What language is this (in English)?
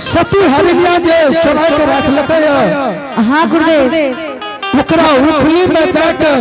Angika